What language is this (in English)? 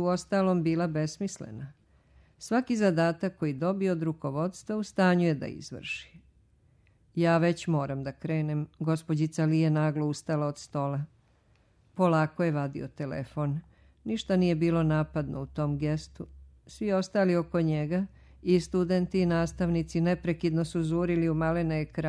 Serbian